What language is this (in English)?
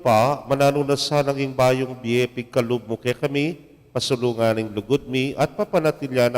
Pampanga